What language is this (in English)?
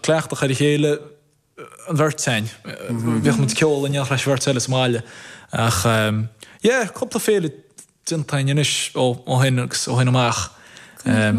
Irish